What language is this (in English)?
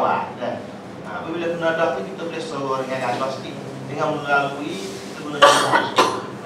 Malay